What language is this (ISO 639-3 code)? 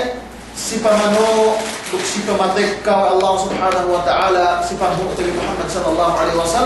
yka